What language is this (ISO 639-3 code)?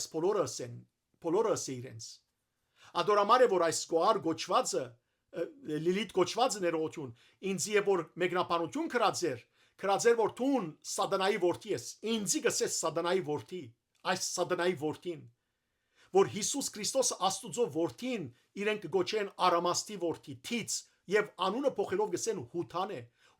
hyw